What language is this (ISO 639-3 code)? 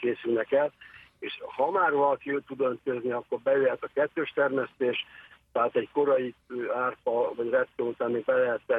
hun